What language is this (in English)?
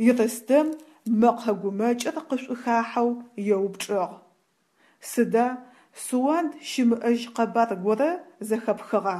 Adyghe